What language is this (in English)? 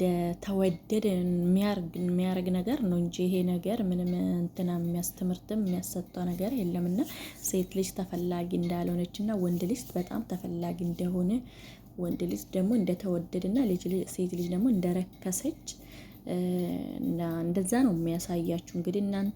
Amharic